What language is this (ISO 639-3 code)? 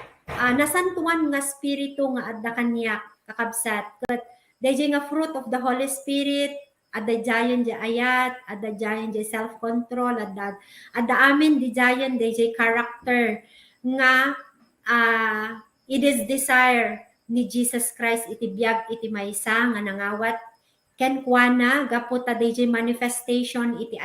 ilo